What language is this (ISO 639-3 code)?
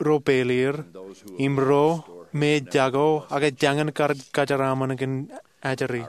mah